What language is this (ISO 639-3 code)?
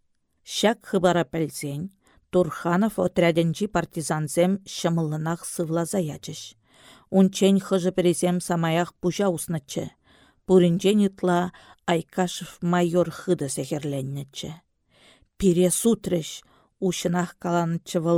chv